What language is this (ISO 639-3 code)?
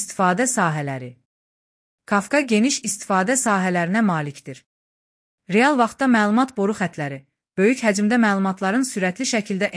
aze